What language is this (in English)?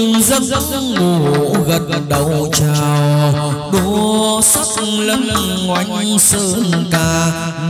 Vietnamese